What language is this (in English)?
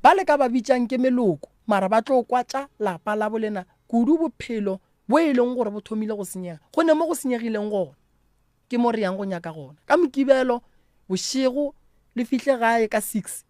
Northern Sotho